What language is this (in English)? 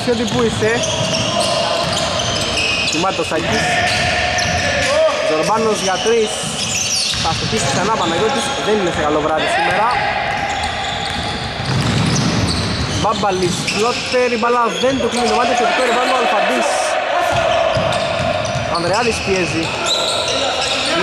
Greek